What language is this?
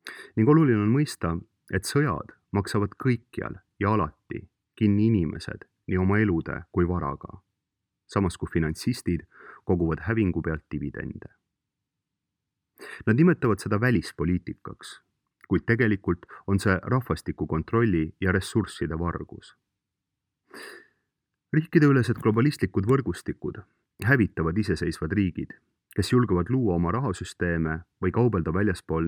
Estonian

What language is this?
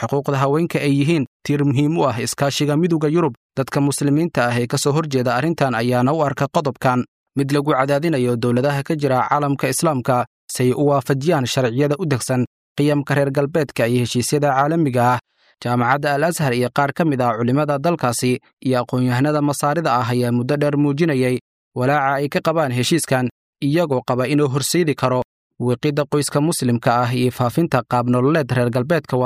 Somali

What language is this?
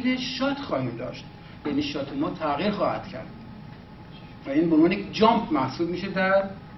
Persian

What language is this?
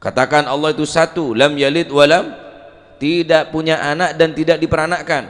Madurese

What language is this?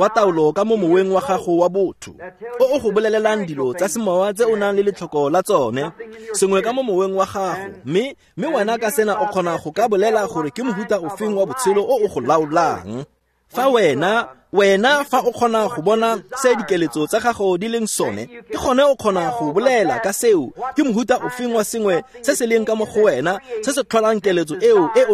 Tswana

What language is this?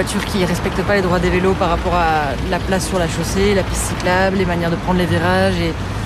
French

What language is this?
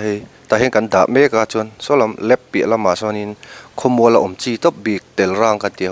Mizo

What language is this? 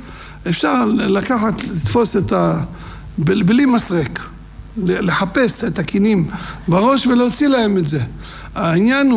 Hebrew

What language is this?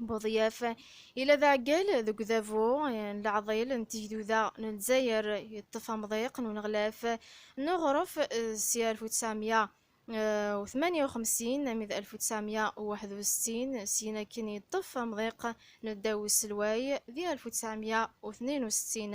Kabyle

